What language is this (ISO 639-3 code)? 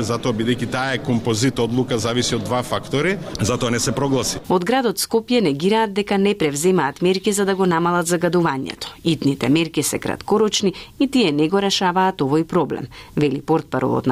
mkd